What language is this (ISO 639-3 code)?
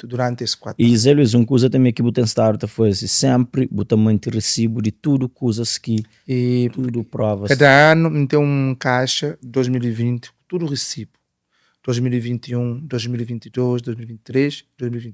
kea